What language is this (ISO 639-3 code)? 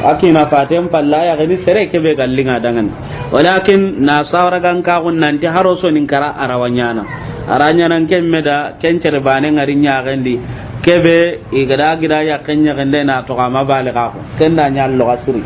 snk